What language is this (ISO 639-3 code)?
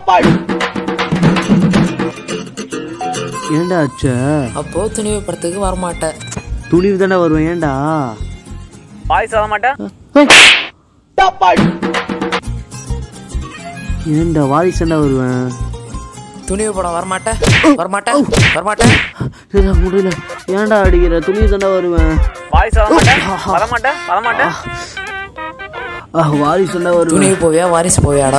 tam